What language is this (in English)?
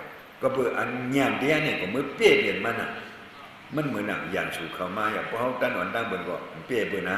Shan